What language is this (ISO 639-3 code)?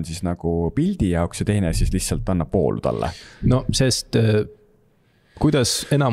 est